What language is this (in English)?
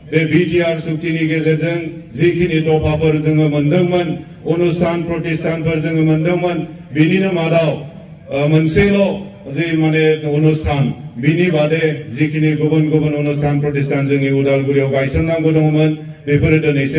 Bodo